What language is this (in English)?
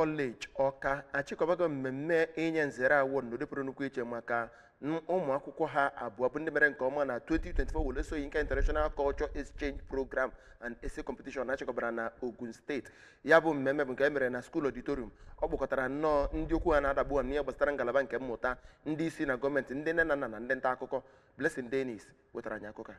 Igbo